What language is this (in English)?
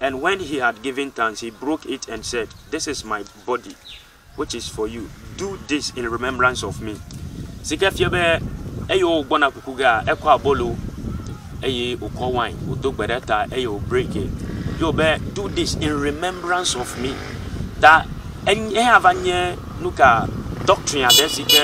Ewe